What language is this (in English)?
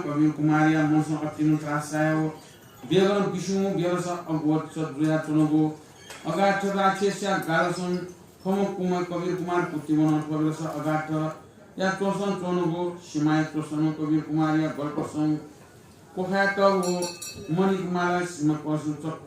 Newari